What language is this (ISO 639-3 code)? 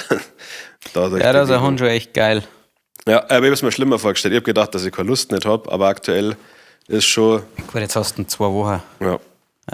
bar